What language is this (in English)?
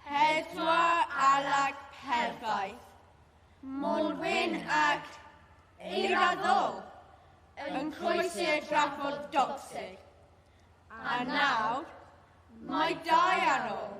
Welsh